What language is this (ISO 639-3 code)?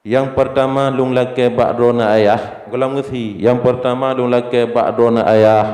ace